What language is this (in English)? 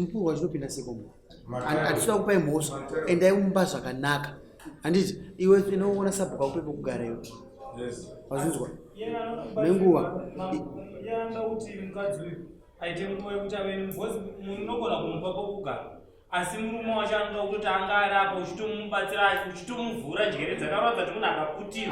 Shona